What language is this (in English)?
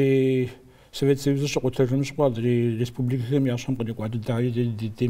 Kabardian